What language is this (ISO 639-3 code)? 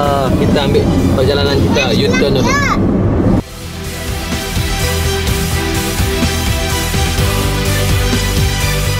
msa